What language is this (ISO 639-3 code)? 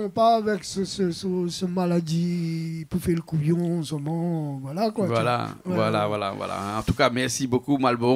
rcf